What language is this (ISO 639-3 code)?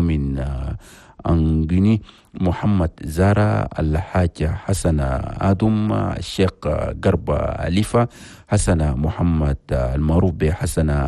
shu